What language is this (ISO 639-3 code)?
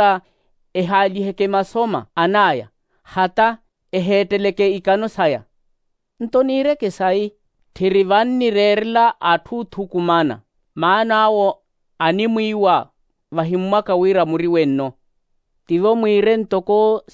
vmw